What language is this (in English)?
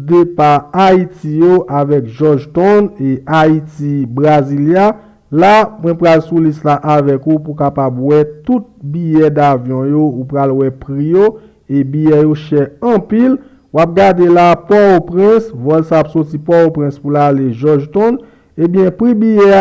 Haitian Creole